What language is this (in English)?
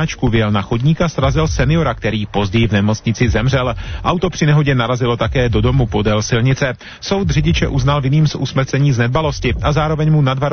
Czech